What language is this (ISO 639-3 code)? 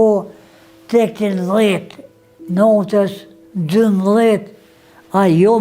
sqi